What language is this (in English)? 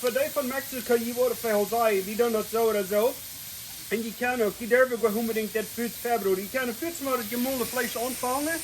Plautdietsch